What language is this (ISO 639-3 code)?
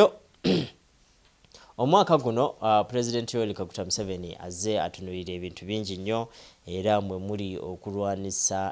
lug